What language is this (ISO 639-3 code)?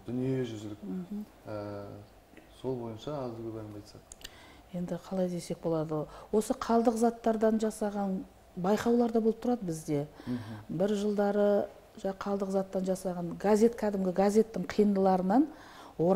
kaz